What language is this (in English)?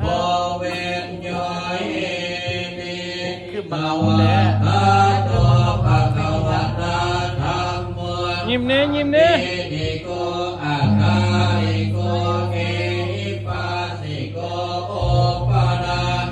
Pali